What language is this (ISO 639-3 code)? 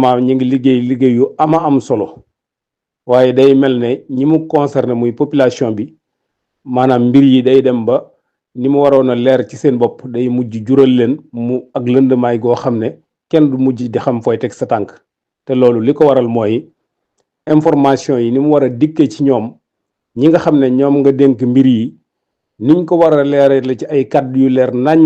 wol